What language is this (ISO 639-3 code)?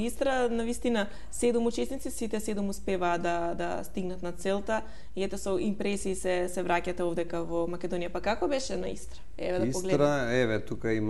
mkd